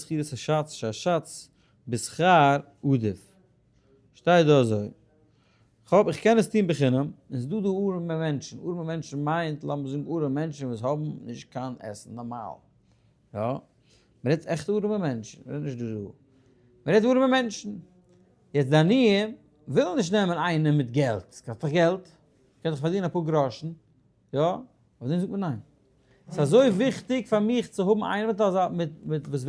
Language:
Yiddish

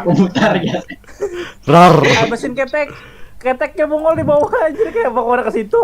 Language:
Banjar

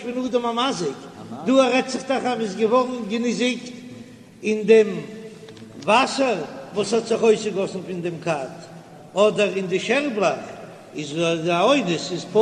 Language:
Yiddish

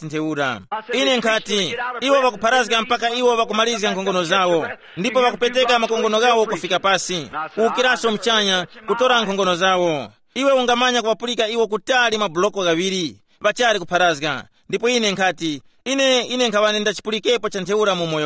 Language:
Tumbuka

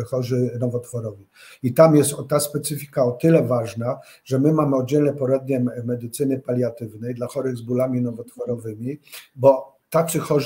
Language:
Polish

